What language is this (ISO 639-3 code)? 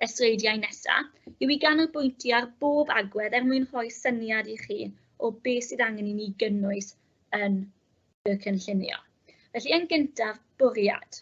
cym